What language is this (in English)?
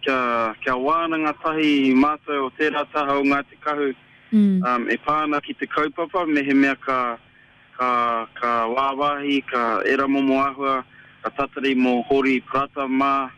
Māori